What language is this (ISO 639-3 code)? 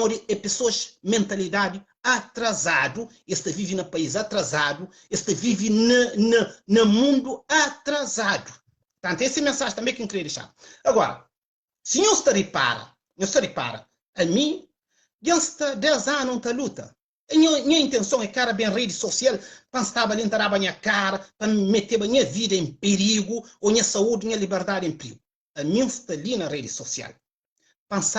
kea